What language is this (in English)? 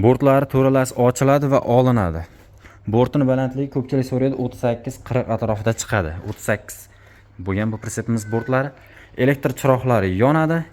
Uzbek